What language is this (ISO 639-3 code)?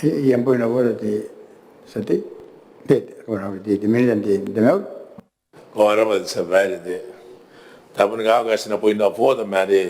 gil